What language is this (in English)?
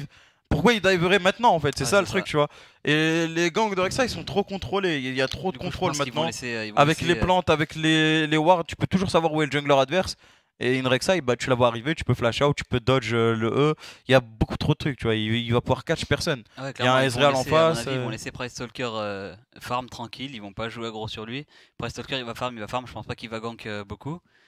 French